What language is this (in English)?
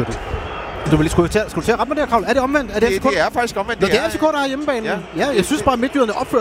Danish